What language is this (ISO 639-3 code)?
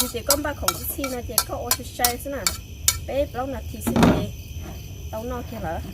hmn